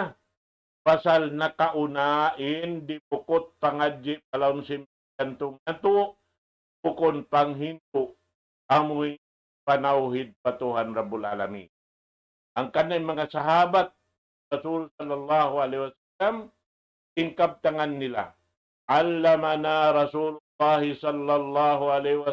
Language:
Tausug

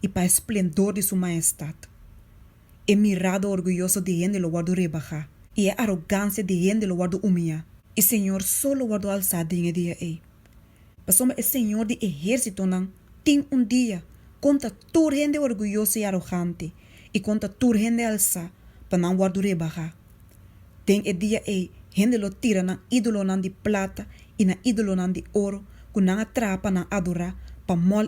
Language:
Papiamento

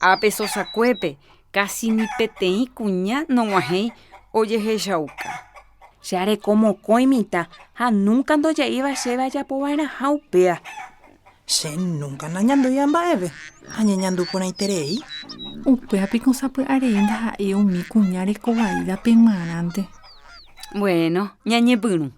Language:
Guarani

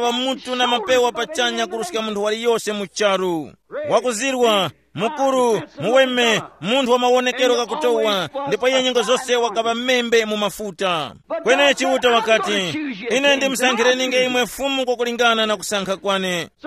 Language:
Tumbuka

